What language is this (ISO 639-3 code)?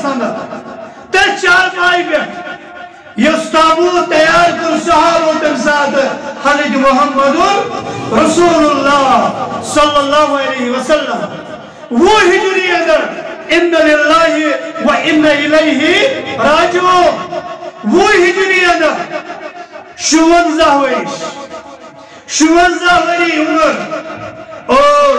kas